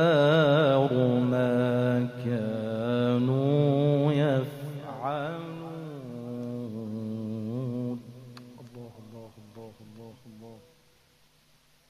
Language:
Arabic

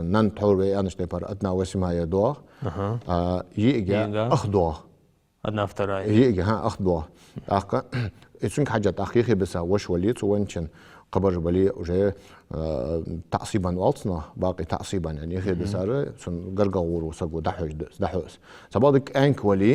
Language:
Ingush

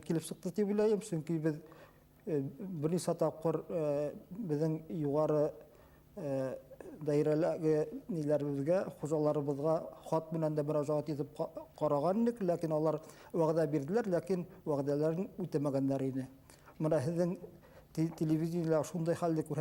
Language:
Bashkir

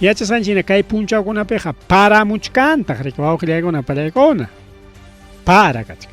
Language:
Ayacucho Quechua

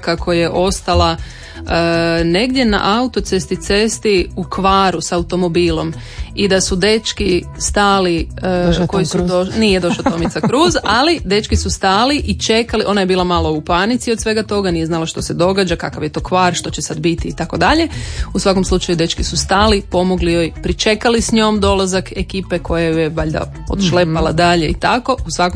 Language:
Croatian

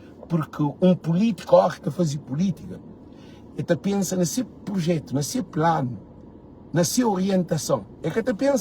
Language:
Kabuverdianu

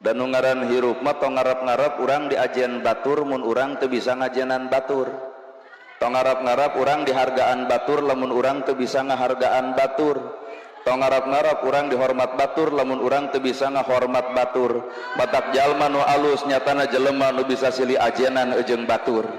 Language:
Sundanese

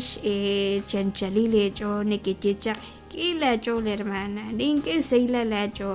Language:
Kekchí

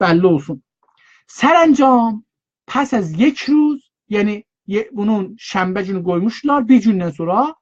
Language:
South Azerbaijani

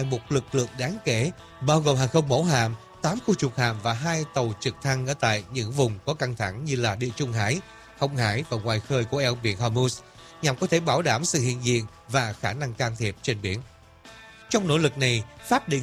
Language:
Vietnamese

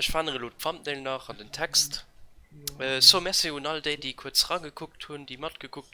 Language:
Luxembourgish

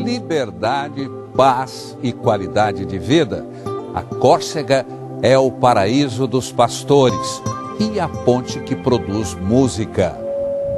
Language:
Portuguese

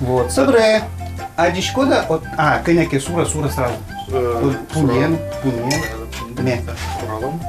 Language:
Udmurt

